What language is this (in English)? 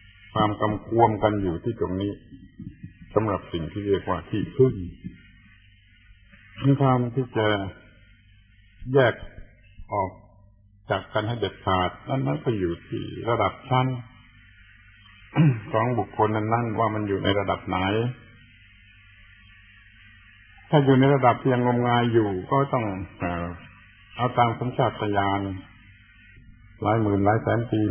Thai